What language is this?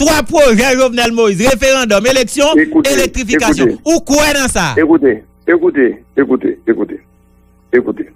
Haitian Creole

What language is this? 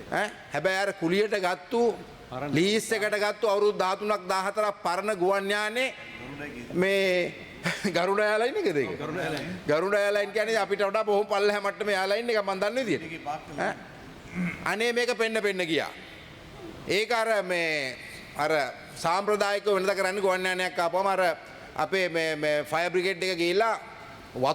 Sinhala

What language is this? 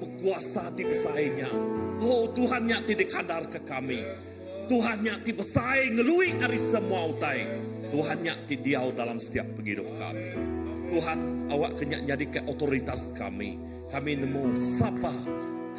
Iban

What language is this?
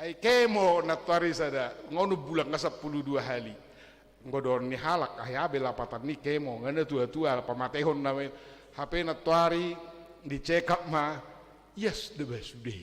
Batak Toba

